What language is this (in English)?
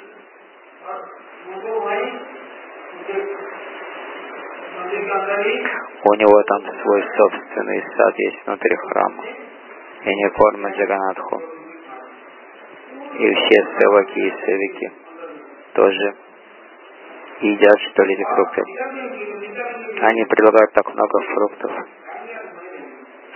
Russian